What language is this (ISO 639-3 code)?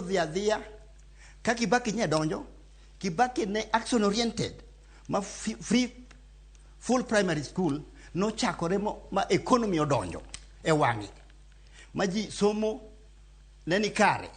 luo